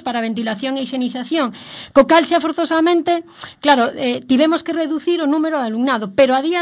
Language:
Galician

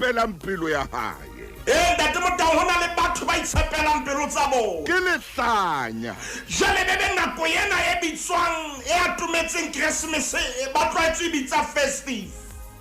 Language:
Southern Sotho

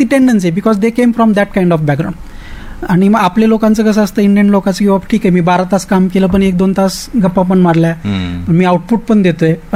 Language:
Marathi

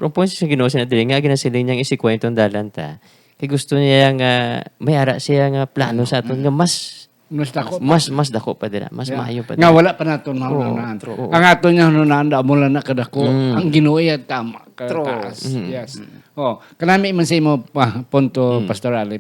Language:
Hiligaynon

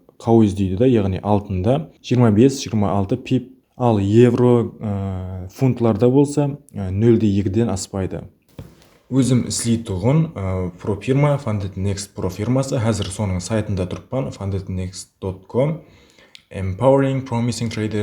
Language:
Kara-Kalpak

